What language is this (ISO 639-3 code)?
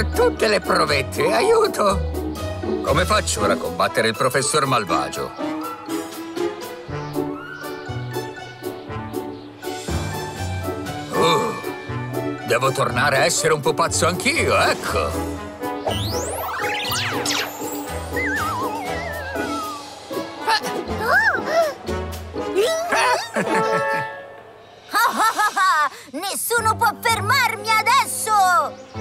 ita